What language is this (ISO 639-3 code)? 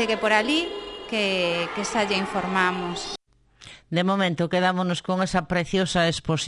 glg